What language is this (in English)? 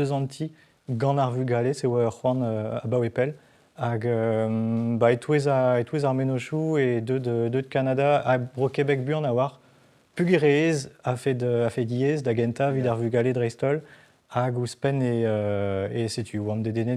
Breton